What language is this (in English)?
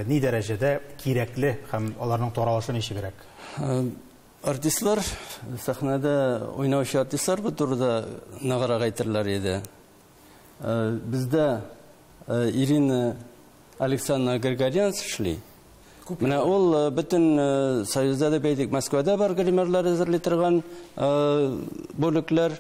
Tatar